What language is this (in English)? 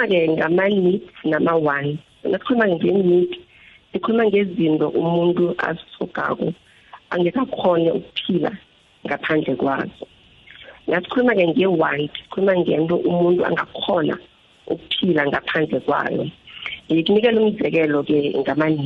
South Ndebele